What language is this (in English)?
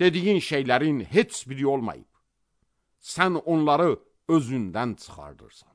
Azerbaijani